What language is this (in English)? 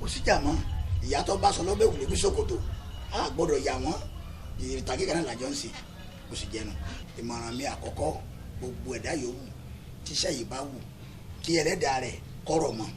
Yoruba